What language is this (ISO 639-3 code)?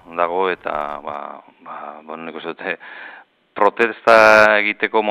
eus